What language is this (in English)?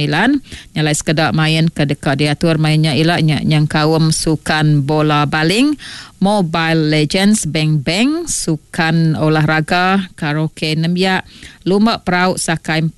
Iban